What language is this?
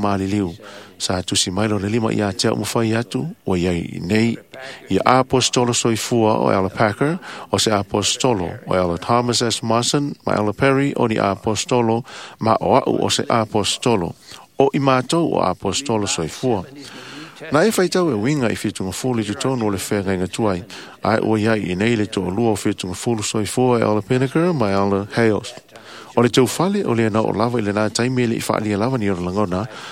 Samoan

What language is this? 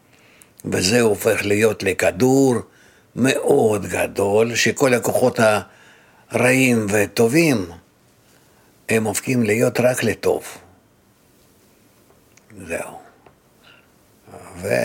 Hebrew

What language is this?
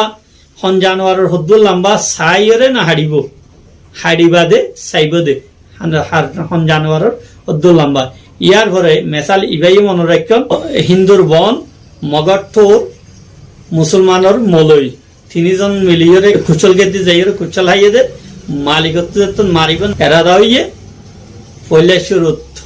Rohingya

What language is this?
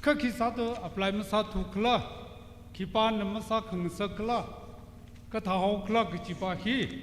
Tangkhul Naga (India)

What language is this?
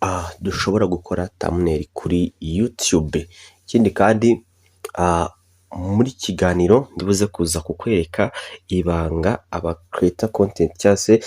Kinyarwanda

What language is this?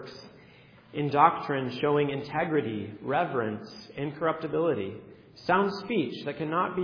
English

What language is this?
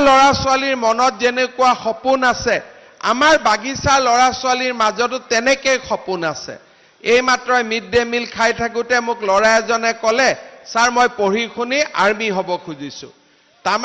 Assamese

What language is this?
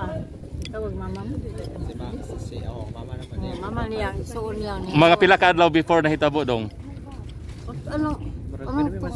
Cebuano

